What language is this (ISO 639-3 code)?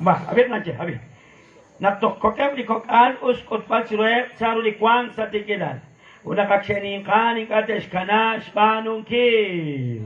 kek